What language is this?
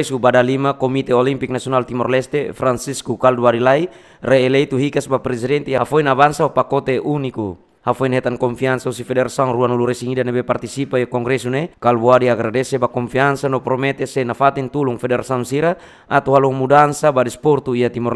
Tetum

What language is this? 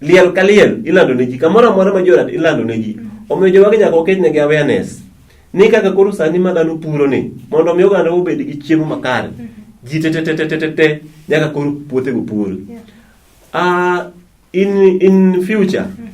Luo (Kenya and Tanzania)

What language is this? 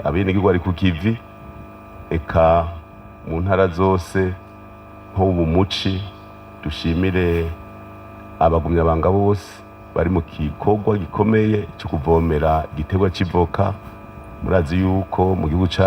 Rundi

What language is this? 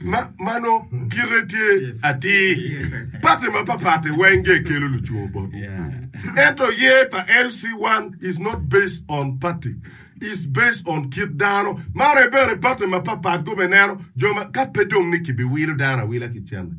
Acoli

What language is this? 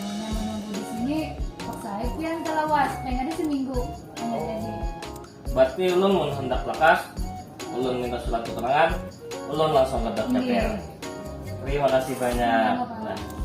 Banjar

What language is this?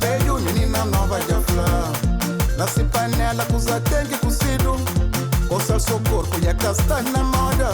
Kabuverdianu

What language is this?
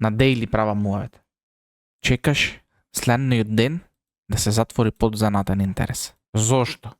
Macedonian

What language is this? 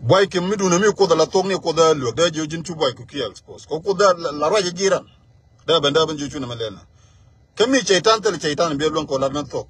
Nuer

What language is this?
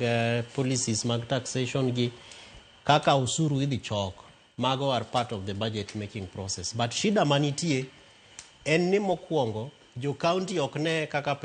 Luo (Kenya and Tanzania)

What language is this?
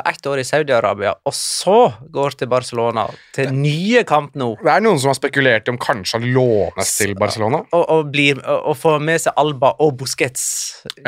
Norwegian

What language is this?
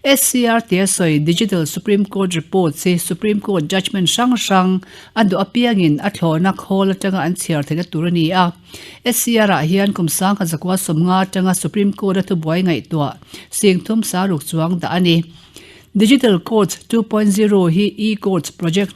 Mizo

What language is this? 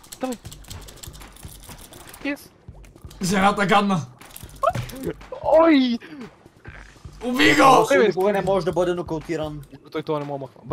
Bulgarian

